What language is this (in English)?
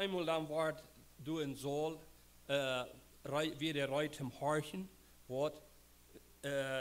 Plautdietsch